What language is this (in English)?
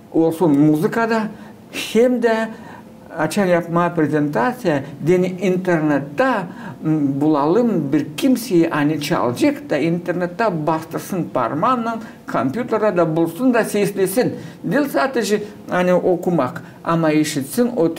Gagauz